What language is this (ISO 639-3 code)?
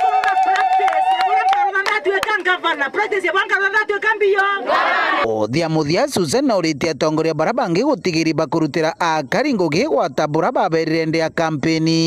mer